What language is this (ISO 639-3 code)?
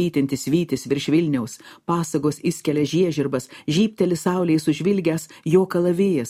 lit